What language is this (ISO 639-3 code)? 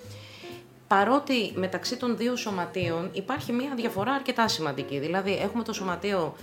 ell